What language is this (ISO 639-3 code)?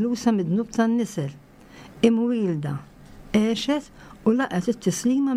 mlt